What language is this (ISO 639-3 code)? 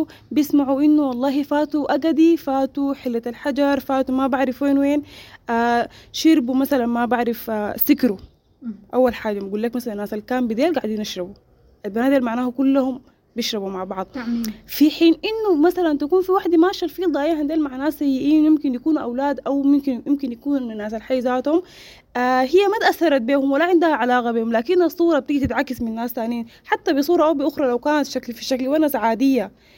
apd